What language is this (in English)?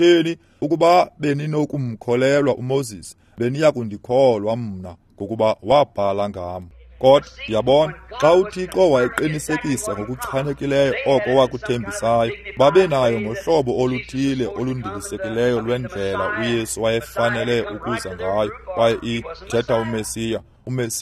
Xhosa